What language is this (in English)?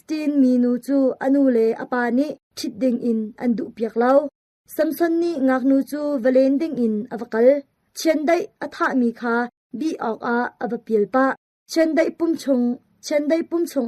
Hakha Chin